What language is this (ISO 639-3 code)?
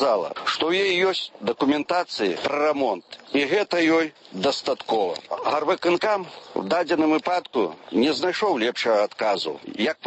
bel